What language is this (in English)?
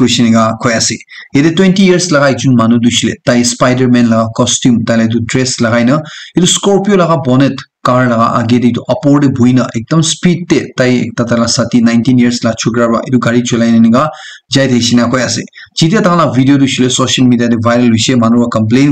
Naga Pidgin